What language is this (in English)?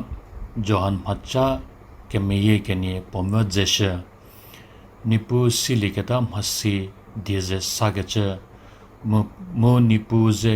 Angami Naga